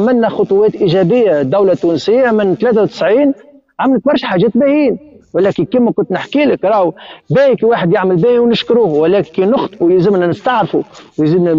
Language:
Tunisian Arabic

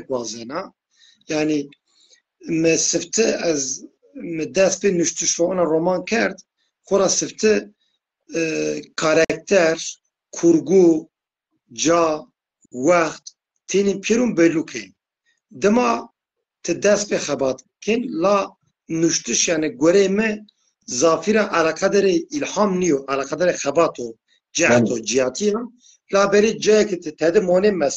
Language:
Zaza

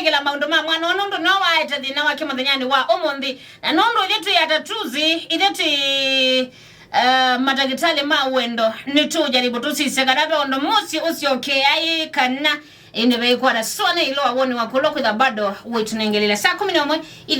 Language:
Kamba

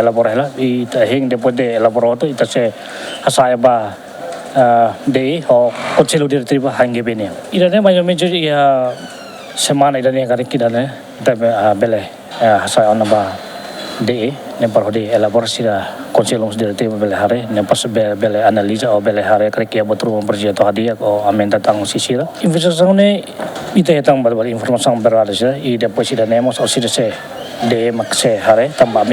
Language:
Tetum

